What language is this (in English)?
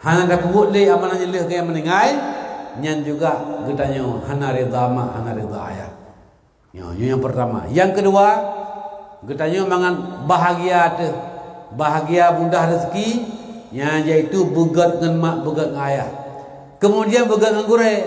Achinese